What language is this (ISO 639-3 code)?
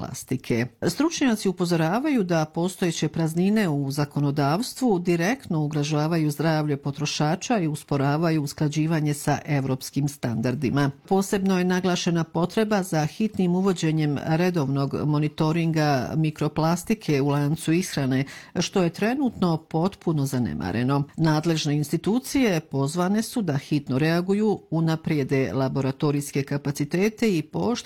bos